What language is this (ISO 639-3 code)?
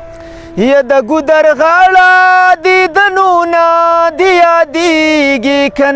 pus